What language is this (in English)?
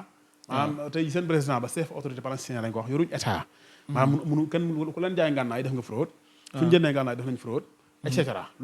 Wolof